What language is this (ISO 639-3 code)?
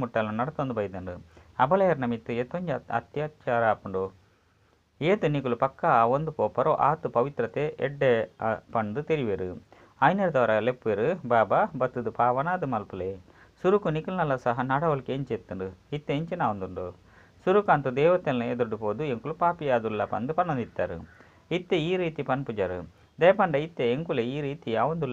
tcy